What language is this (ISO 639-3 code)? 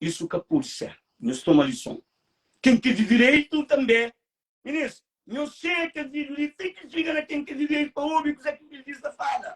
kea